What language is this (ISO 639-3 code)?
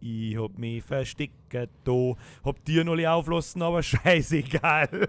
bar